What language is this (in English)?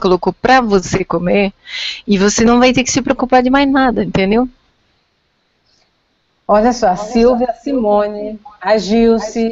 Portuguese